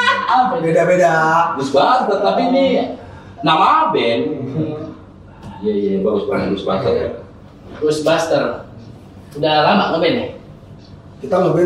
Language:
Indonesian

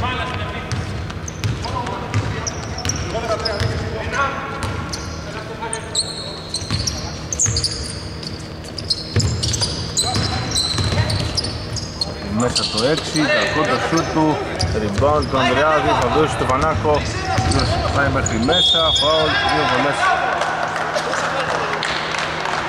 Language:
Greek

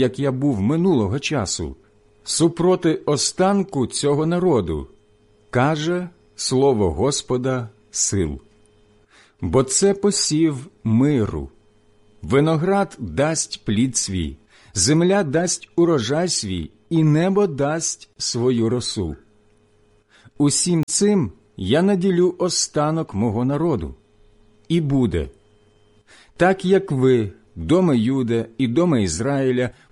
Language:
Ukrainian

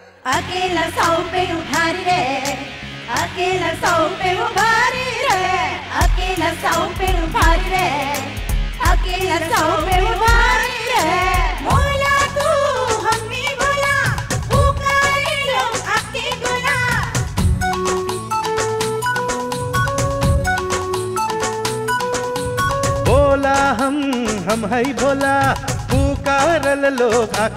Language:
Bhojpuri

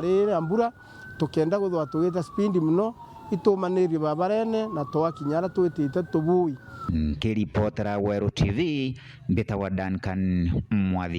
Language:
Meru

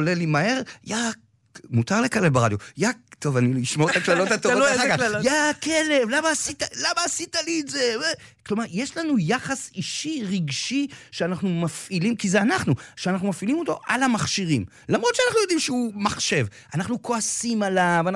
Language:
Hebrew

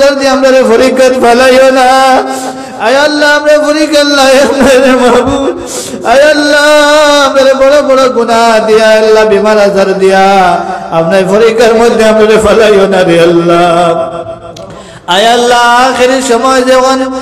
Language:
Sylheti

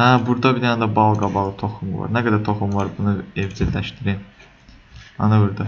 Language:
Azerbaijani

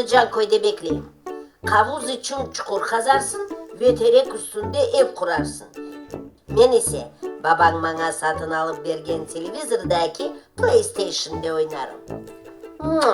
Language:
Crimean Tatar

